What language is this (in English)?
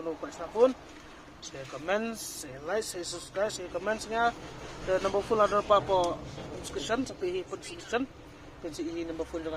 Khasi